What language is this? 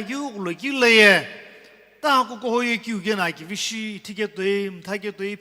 Sumi Naga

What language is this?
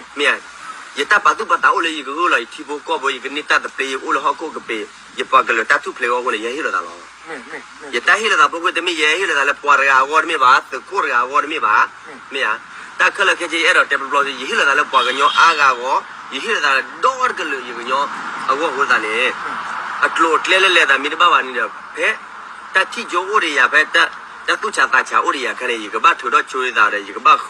S'gaw Karen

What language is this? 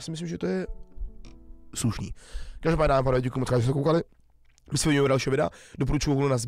Czech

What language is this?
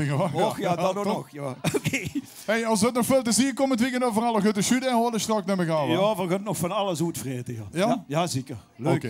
Limburgish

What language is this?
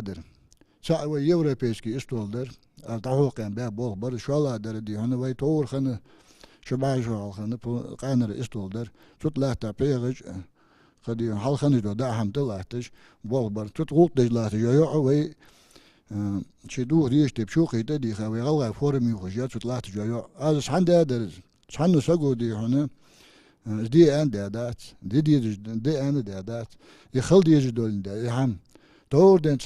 Ingush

